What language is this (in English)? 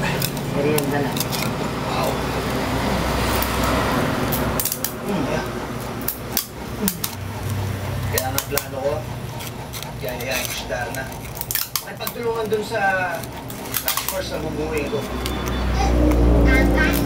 Filipino